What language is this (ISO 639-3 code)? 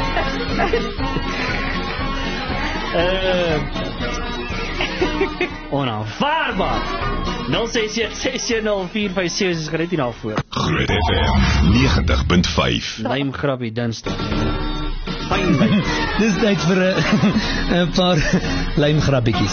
afr